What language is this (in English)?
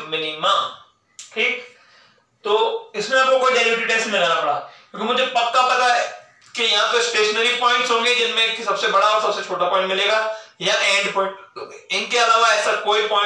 Hindi